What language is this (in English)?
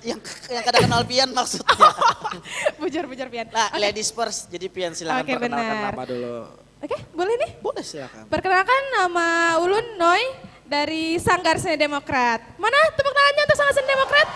Banjar